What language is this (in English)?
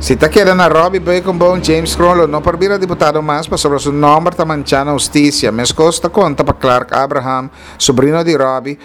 Papiamento